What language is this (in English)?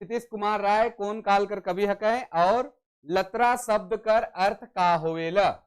Sadri